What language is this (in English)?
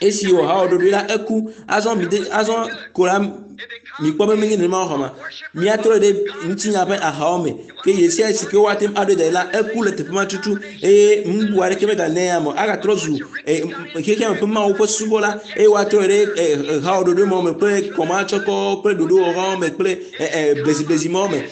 Ewe